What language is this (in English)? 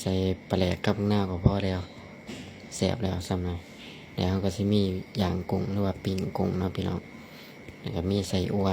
Lao